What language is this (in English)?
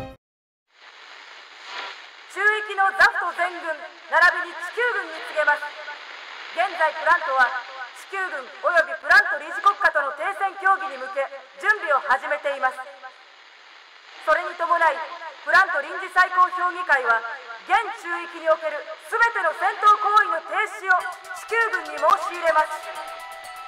Japanese